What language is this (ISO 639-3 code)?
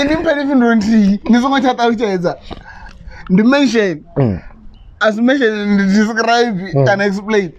ven